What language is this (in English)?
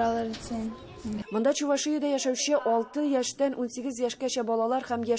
Tatar